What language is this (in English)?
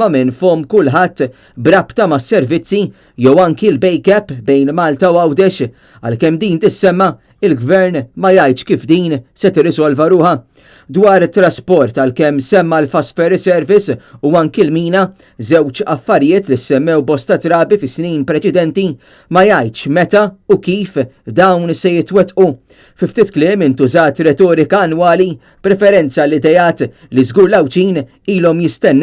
Maltese